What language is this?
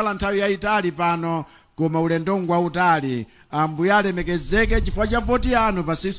Nyanja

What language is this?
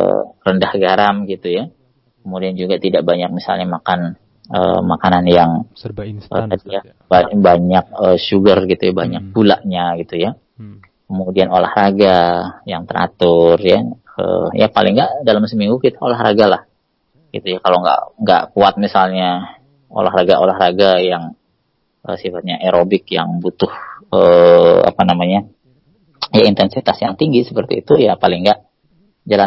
Indonesian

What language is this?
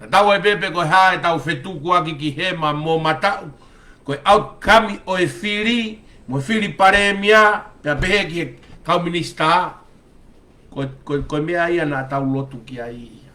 Tongan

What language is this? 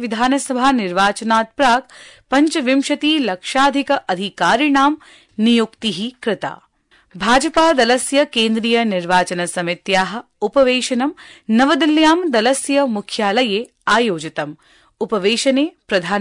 Sanskrit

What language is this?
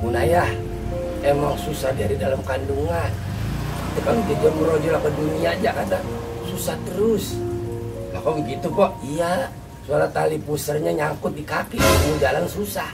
Betawi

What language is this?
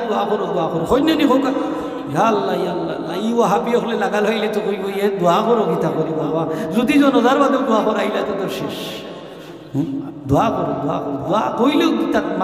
Sylheti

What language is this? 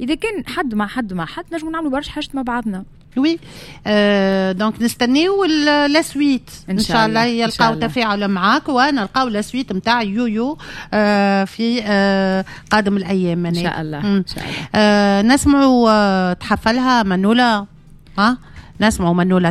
Tunisian Arabic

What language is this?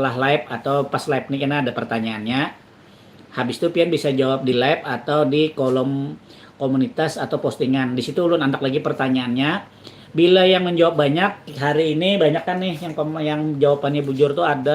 Banjar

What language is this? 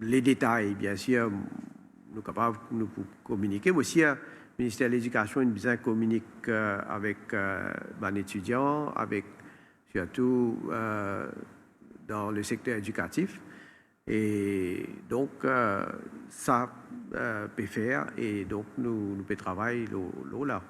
Morisyen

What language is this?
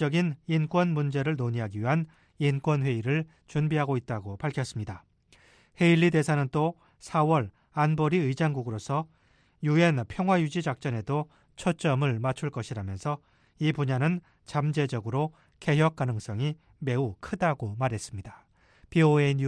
Korean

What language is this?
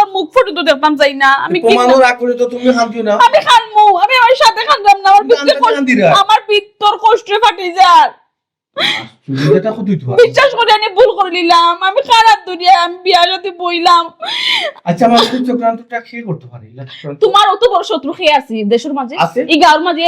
Sylheti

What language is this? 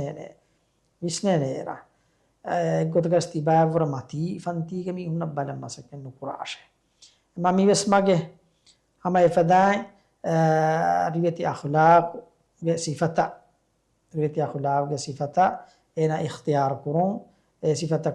Divehi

